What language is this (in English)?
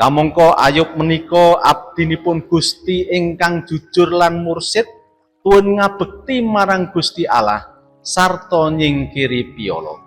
Javanese